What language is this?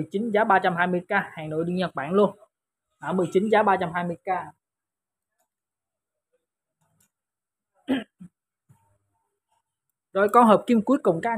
Vietnamese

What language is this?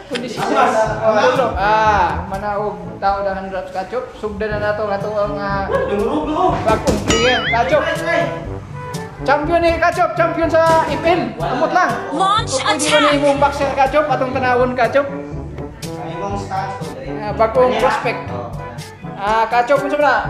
Cebuano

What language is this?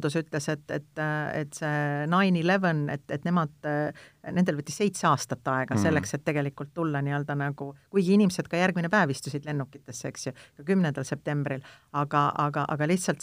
Estonian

